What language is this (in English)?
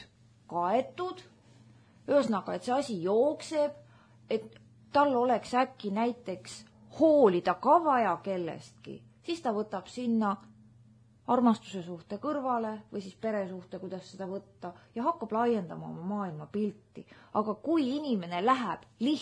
Estonian